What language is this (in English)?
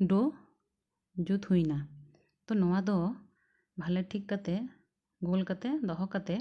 Santali